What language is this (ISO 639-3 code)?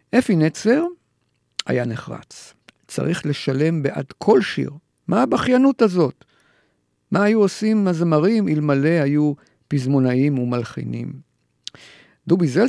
heb